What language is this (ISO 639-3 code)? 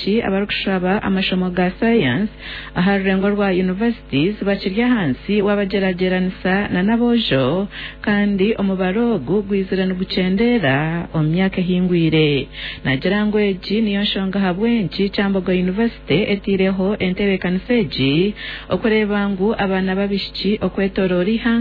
nyn